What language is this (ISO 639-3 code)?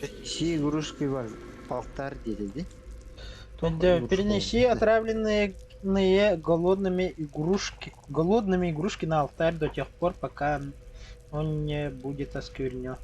sah